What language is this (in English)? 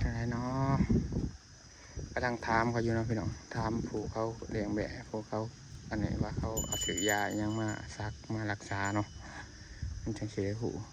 Lao